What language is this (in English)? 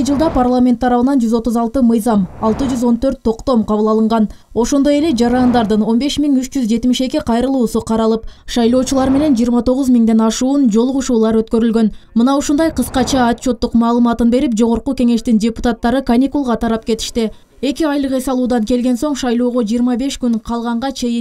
Kyrgyz